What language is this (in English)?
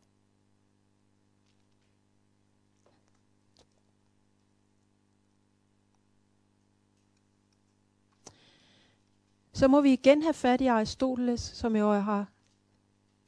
Danish